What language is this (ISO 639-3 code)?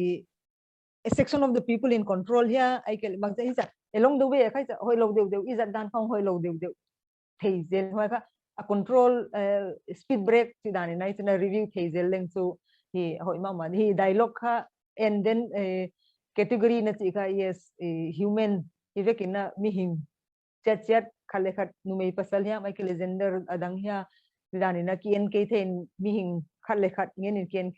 pck